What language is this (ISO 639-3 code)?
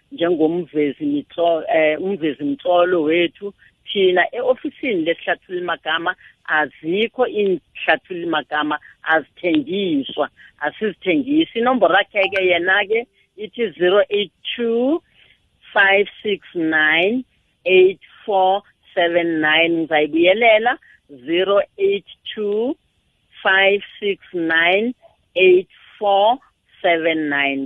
nbl